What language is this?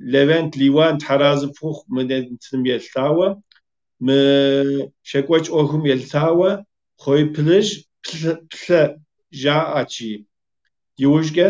Kabardian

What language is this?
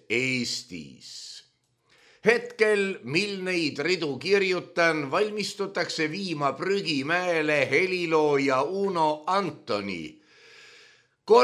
Estonian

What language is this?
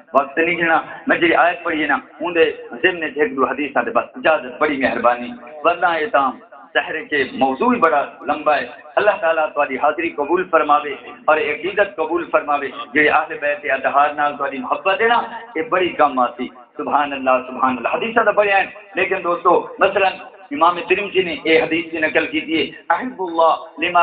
Saraiki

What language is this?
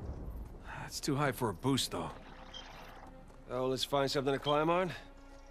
English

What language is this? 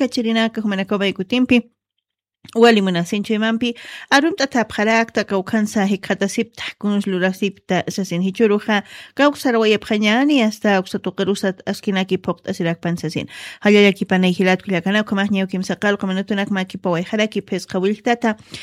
Aymara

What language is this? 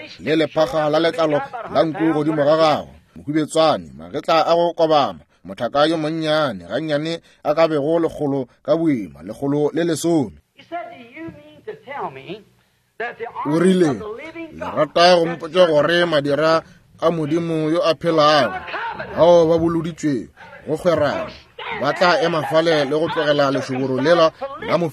Northern Sotho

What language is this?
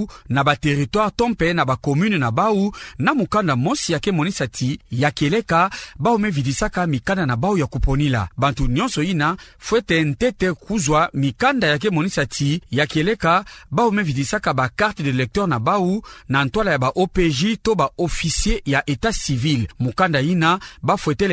Kituba (Democratic Republic of Congo)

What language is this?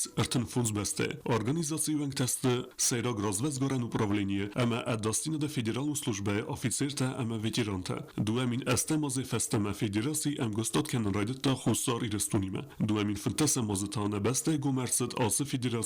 Ossetic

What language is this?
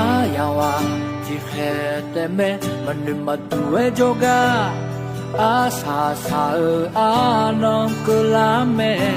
Akha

